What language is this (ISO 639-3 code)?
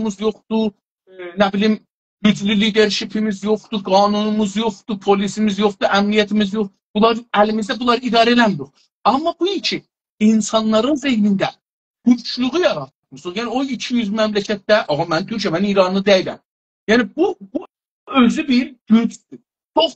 azb